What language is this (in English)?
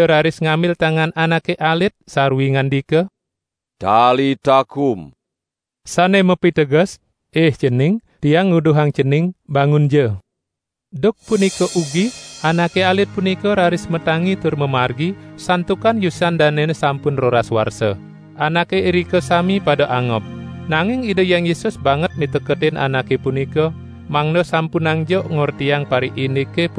Balinese